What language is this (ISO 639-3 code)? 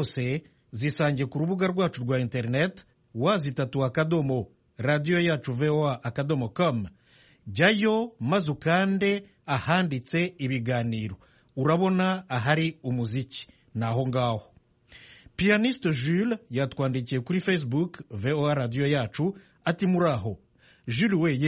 kin